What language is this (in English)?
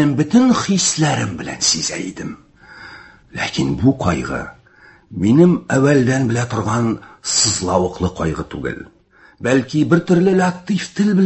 Tatar